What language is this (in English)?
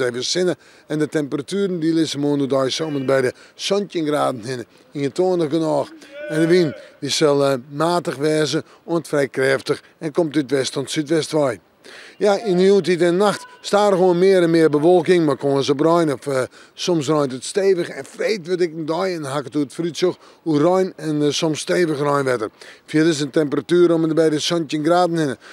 Western Frisian